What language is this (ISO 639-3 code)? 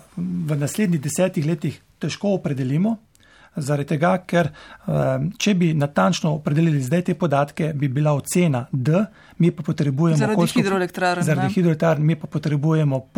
slv